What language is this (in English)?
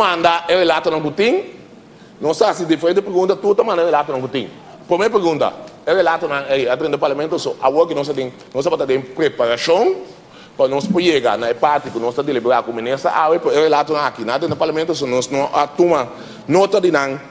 Papiamento